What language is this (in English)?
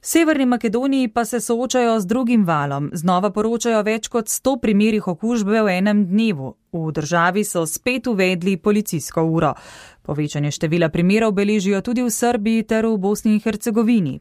Slovenian